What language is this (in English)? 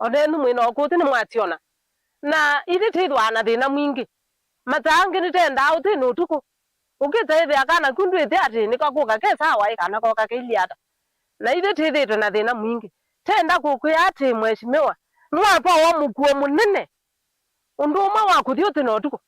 Kamba